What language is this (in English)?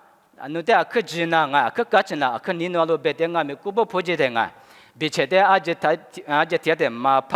Lisu